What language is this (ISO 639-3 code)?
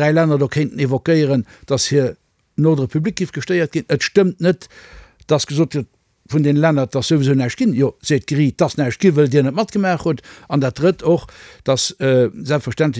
ltz